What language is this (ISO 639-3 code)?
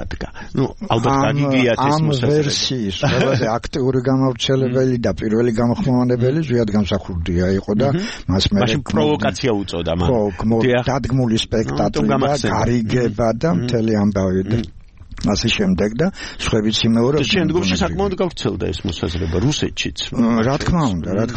kat